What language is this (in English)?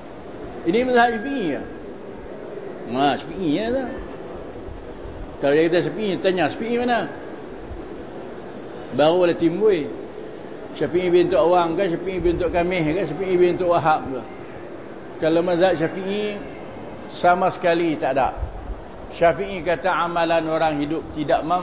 Malay